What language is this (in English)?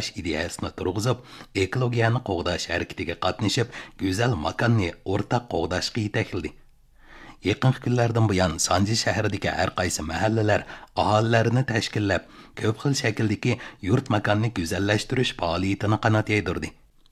Uyghur